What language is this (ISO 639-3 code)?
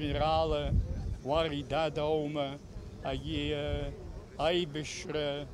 abk